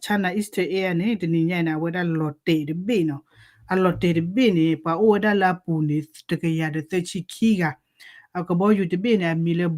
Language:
S'gaw Karen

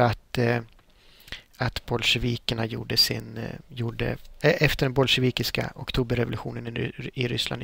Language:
Swedish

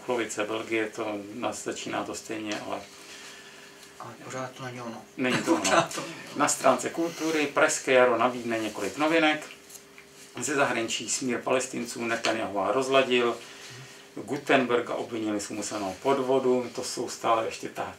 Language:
Czech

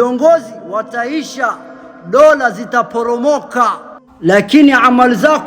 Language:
Swahili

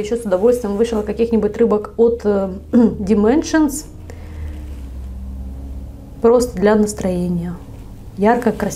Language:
Russian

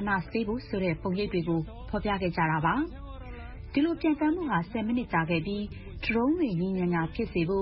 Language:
Burmese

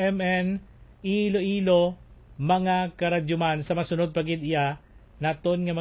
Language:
Hiligaynon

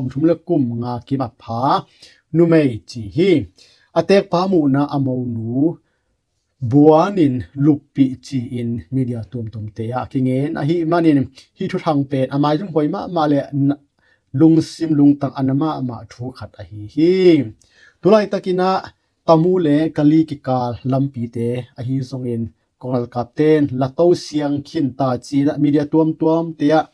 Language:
Tedim Chin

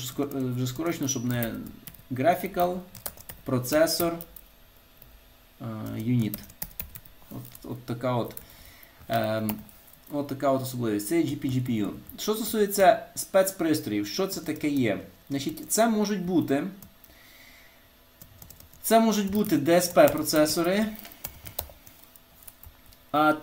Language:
Ukrainian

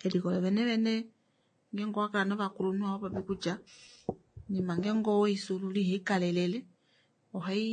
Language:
Kuanyama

